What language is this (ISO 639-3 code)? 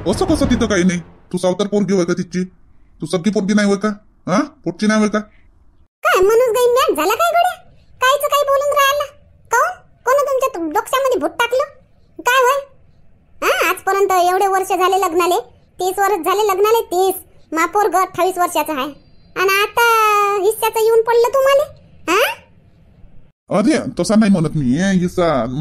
mar